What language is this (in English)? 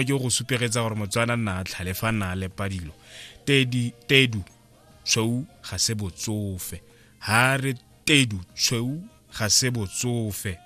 Tswana